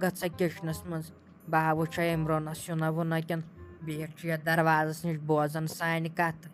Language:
Kashmiri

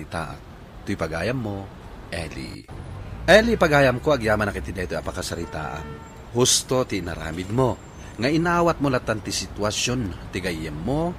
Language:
Iloko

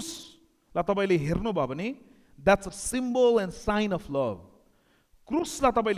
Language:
Nepali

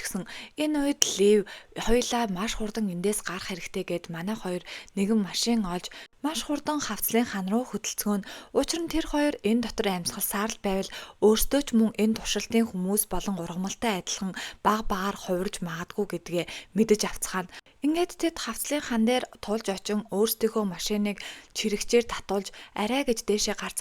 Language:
Mongolian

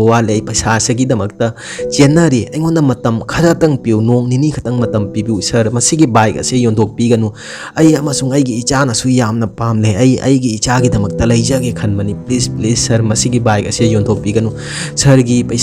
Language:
Manipuri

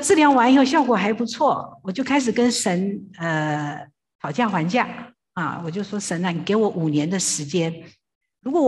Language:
Chinese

